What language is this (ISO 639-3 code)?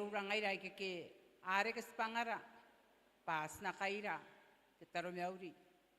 gil